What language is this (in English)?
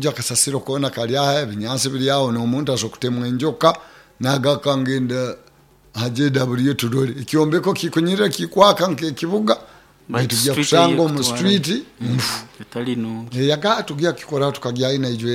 Nyoro